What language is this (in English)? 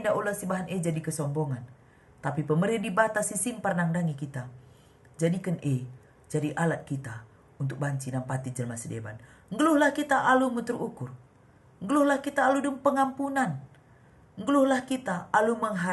Batak Karo